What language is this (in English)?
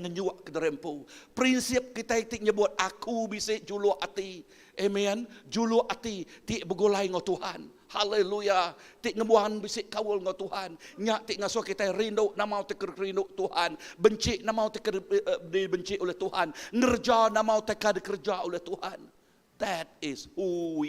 Iban